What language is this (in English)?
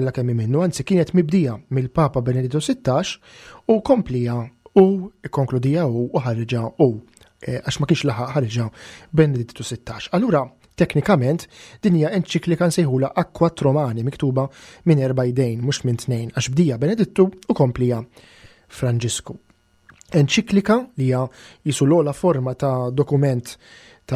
Maltese